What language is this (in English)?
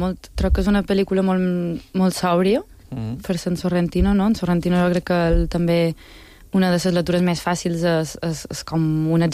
Catalan